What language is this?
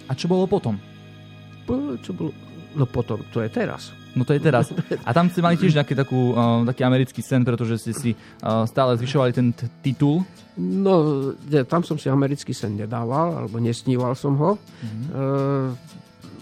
Slovak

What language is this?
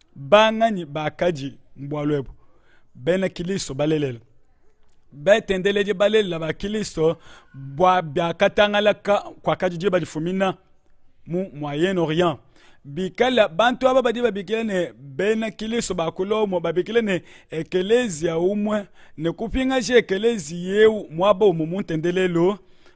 Luba-Lulua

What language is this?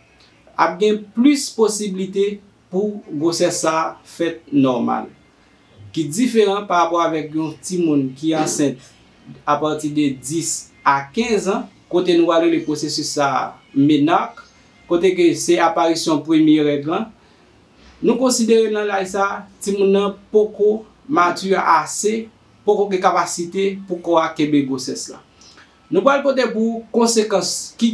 Haitian Creole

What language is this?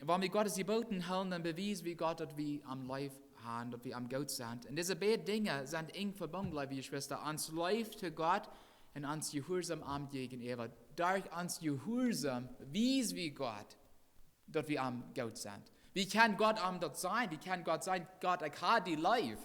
Plautdietsch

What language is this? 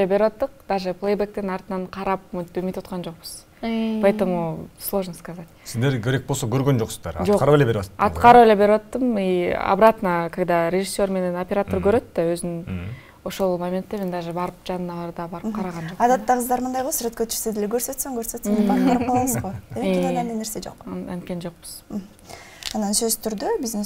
Kyrgyz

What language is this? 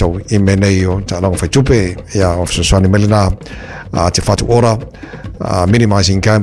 Samoan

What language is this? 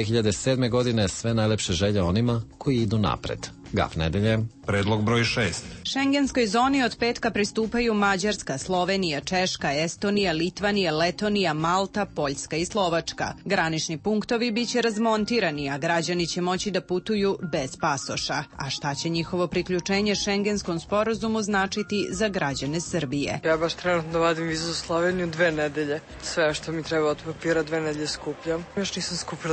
Serbian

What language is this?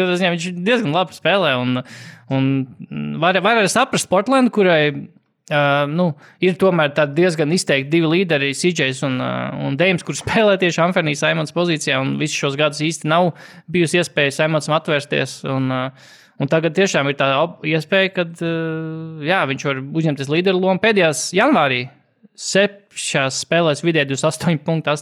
Latvian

